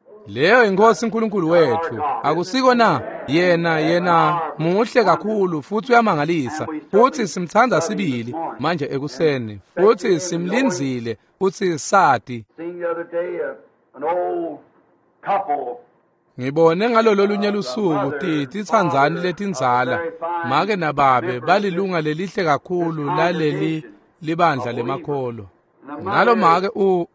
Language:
Swati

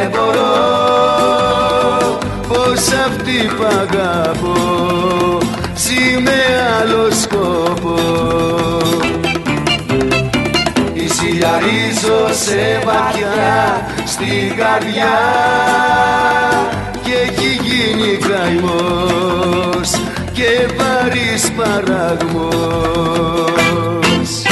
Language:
Greek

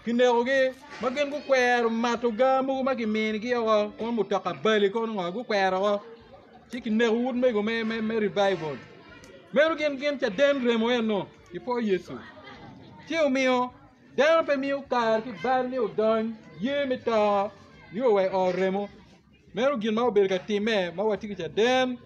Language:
Acoli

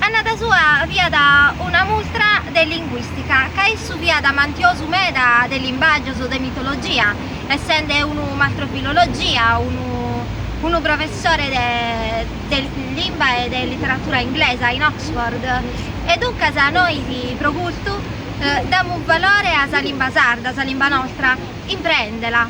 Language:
Sardinian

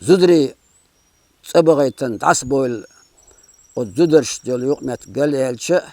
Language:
Chechen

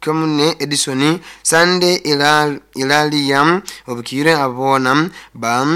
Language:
Nyoro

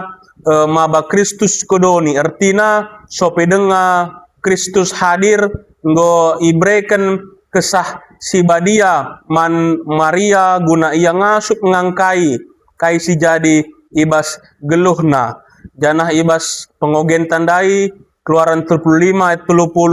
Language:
Batak Karo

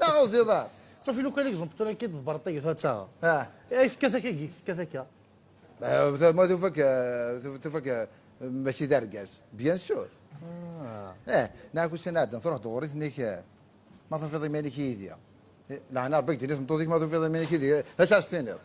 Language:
Kabyle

